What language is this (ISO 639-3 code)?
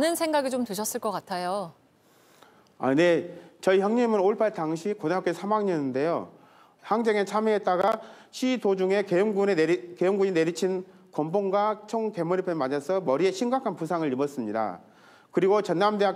kor